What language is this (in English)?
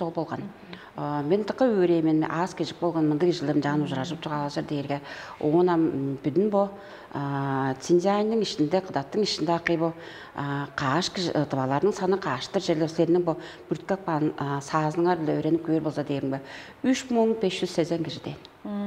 Tuvinian